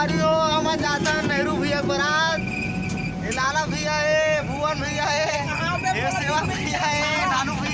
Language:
Chhattisgarhi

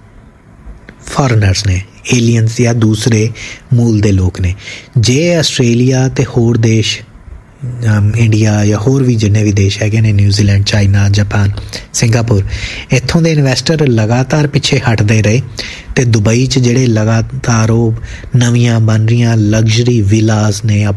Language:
Punjabi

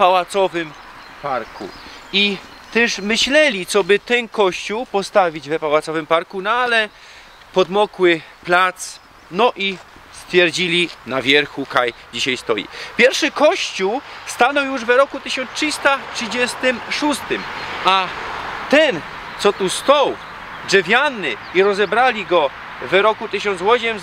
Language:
Silesian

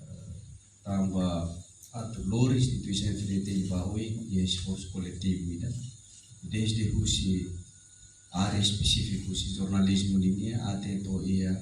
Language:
Tetum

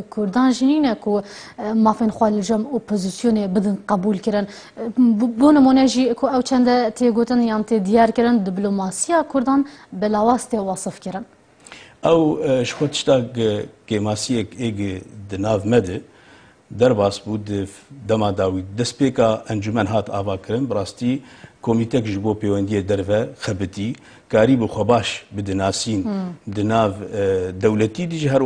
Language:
Kurdish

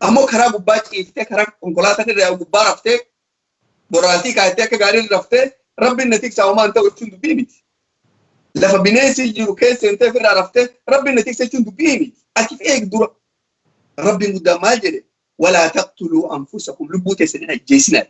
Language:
Oromo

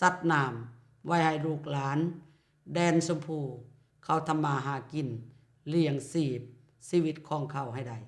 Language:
Lao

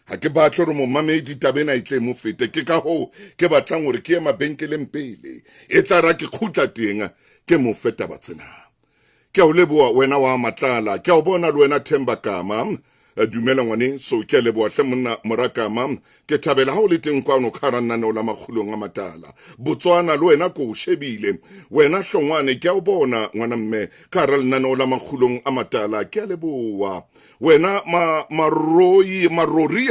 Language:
Southern Sotho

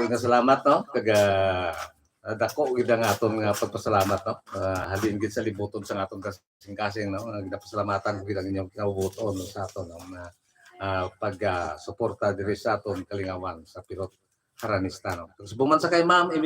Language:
Hiligaynon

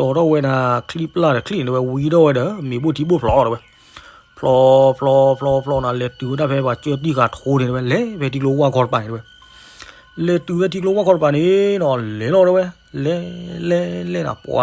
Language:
S'gaw Karen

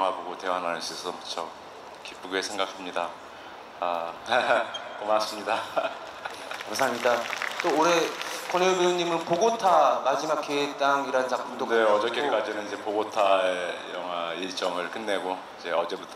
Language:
Korean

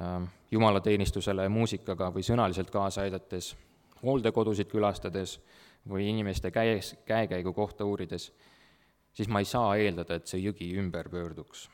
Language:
Estonian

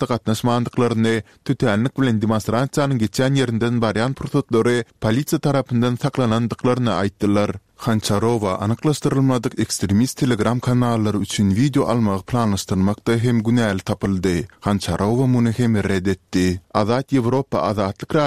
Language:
Turkmen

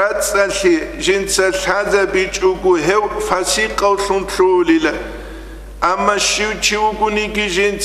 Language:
Avaric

